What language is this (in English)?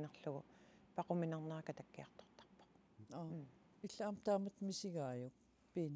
Kalaallisut